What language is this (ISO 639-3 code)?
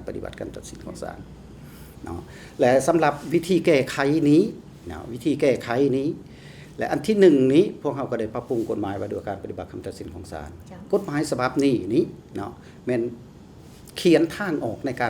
lao